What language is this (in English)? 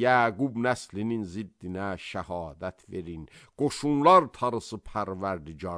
Azerbaijani